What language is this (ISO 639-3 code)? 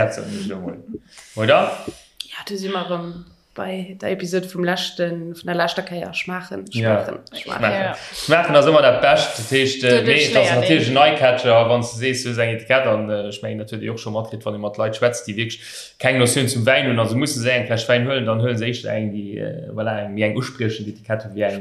ltz